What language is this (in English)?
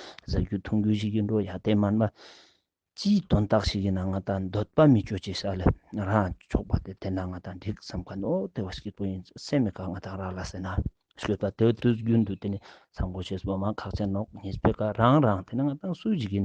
Ladakhi